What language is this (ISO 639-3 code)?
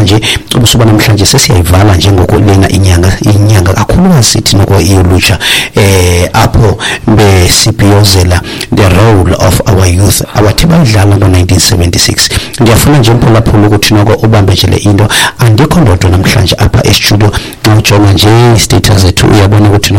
xho